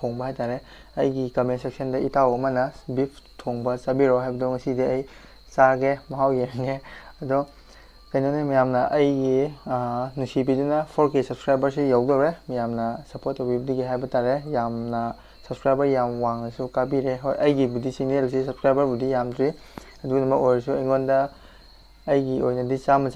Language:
Manipuri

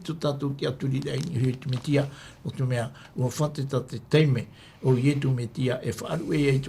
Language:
Tahitian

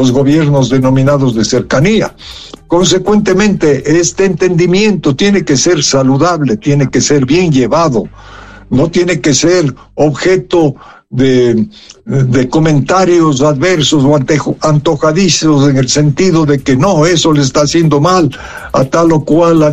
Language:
Spanish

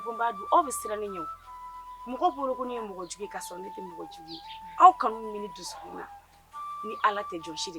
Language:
Bambara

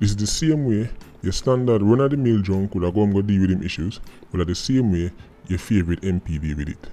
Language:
Jamaican Creole English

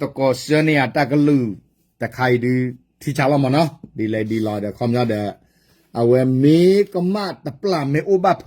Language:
S'gaw Karen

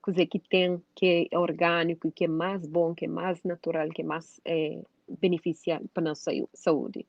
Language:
Kabuverdianu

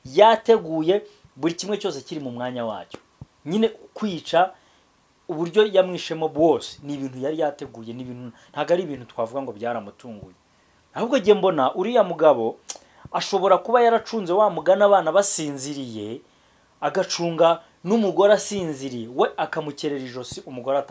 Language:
Kinyarwanda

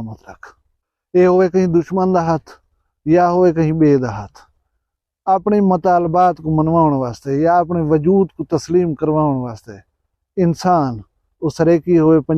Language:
Saraiki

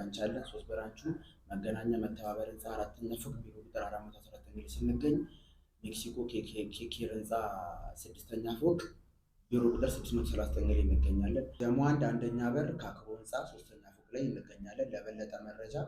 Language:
Amharic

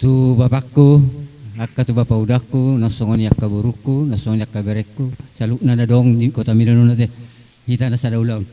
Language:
Batak Toba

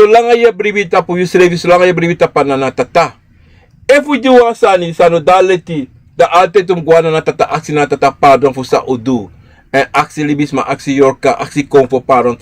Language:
Sranan Tongo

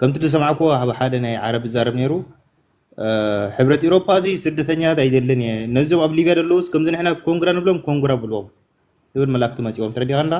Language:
Tigrinya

